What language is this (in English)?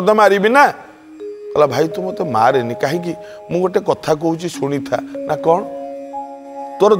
Odia